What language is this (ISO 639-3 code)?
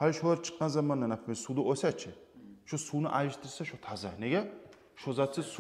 kum